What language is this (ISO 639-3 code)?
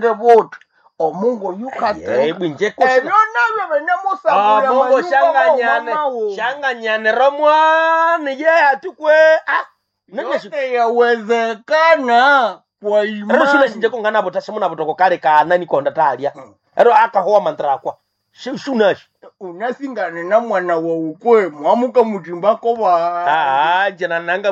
nnb